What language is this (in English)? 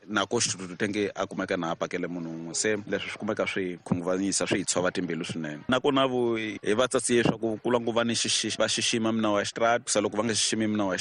Tsonga